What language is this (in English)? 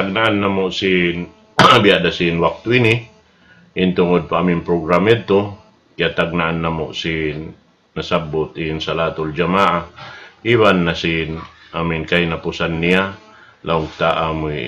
Tausug